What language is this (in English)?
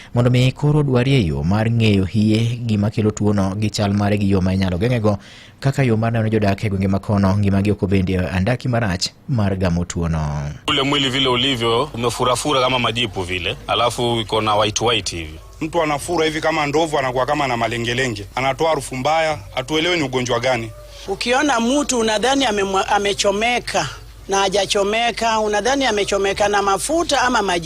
Luo (Kenya and Tanzania)